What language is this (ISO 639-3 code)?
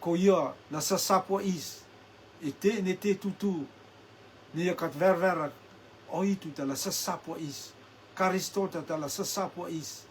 rtm